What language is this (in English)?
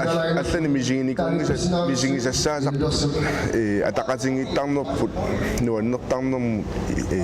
Kalaallisut